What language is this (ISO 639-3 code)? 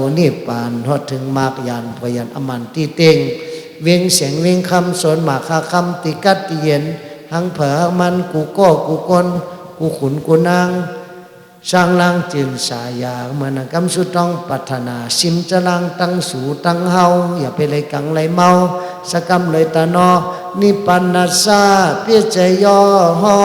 shn